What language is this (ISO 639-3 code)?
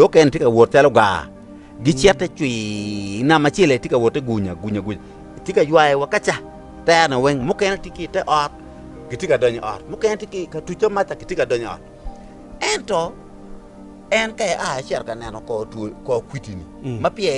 ach